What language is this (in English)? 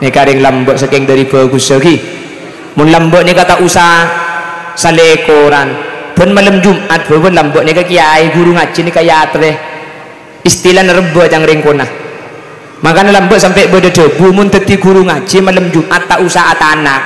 Madurese